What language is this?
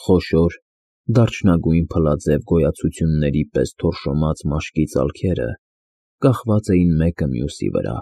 Armenian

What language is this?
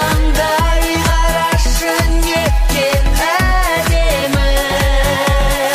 Kazakh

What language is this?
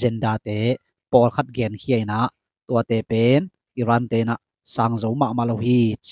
Tedim Chin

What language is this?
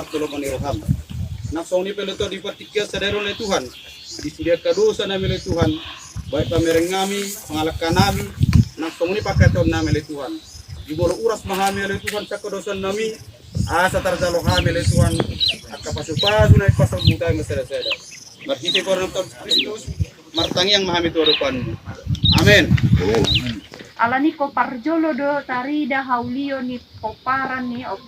Batak Toba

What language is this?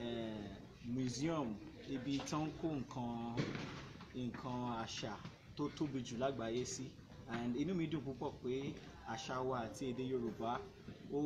Yoruba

